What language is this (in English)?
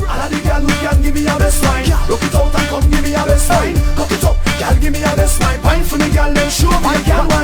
Jamaican Creole English